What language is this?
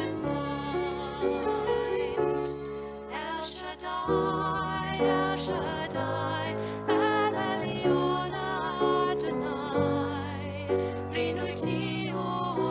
Welsh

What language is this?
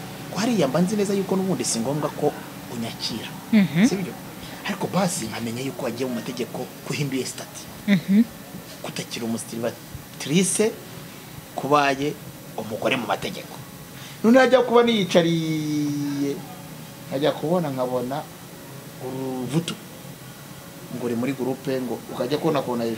Kinyarwanda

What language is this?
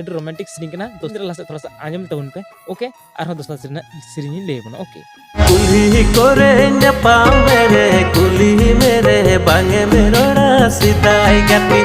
Santali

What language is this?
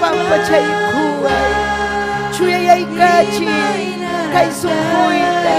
Ayacucho Quechua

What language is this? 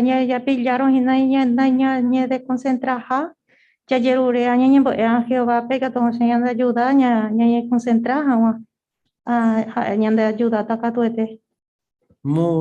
Guarani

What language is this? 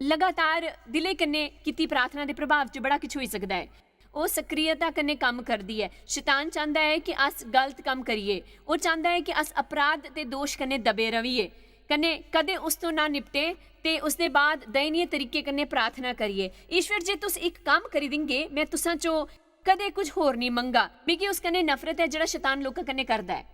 Dogri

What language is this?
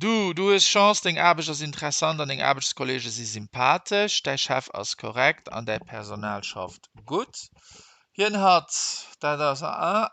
Luxembourgish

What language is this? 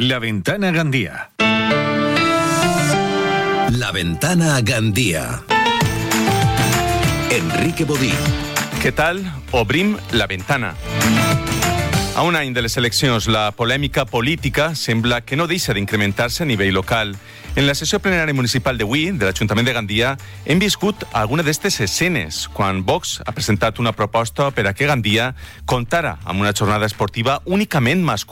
Catalan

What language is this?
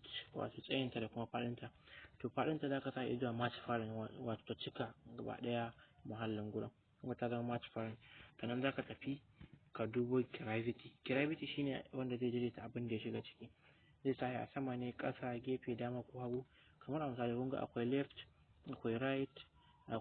Hausa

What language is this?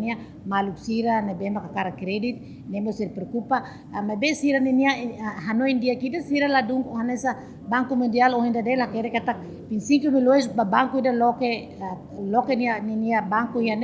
Tetum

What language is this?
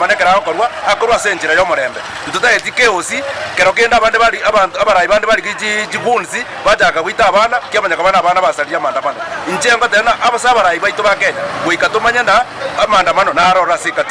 Gusii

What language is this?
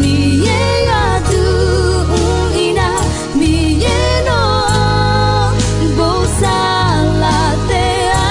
Akha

